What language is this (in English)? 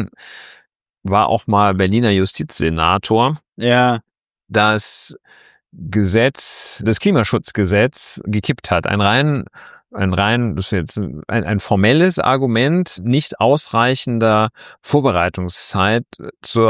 German